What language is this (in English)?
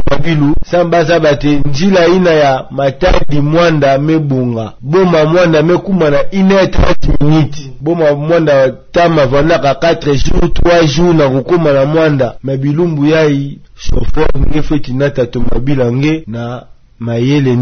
Kituba (Democratic Republic of Congo)